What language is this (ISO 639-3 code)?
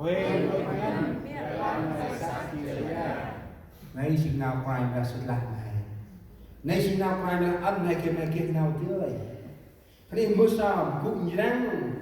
cmo